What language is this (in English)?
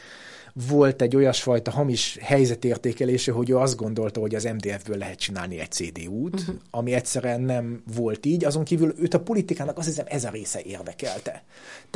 Hungarian